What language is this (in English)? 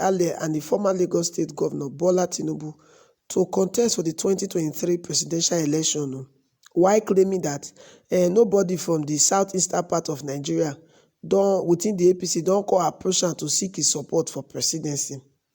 Nigerian Pidgin